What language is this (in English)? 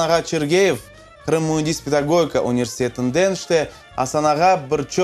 Crimean Tatar